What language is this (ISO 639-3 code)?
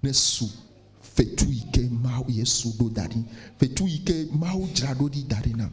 ewe